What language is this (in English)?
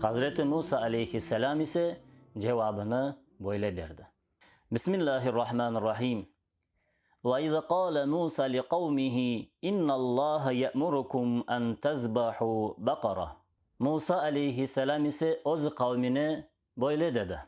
Crimean Tatar